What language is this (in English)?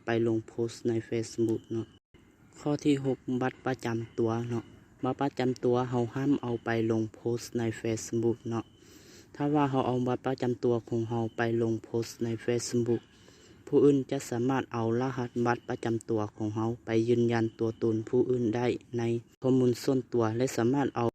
Lao